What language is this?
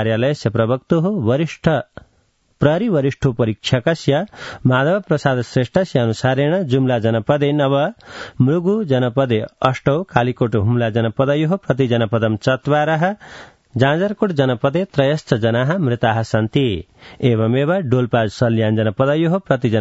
Sanskrit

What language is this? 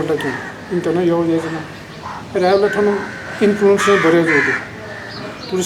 Newari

